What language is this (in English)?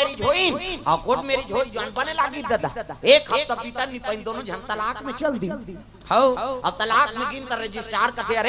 Chhattisgarhi